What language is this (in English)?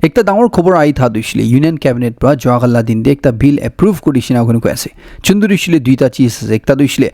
Naga Pidgin